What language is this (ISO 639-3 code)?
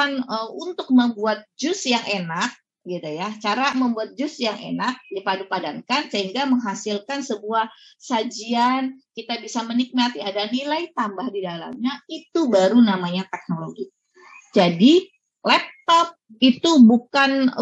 ind